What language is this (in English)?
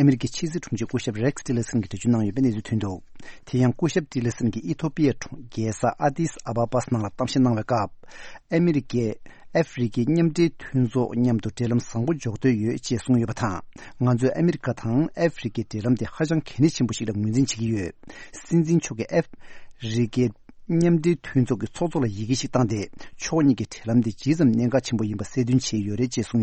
Tibetan